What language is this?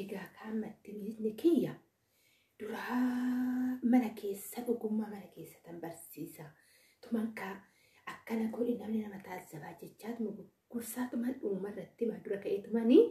Oromo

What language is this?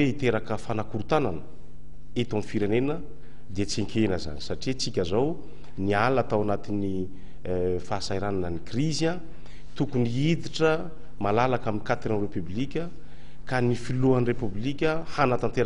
Malagasy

